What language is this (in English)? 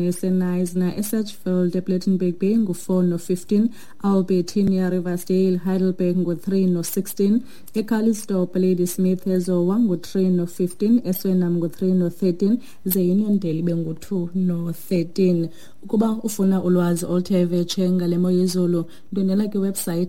Xhosa